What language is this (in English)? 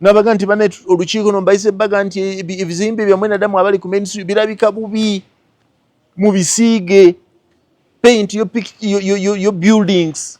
Ganda